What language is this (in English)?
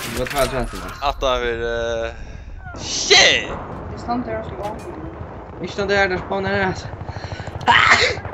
Faroese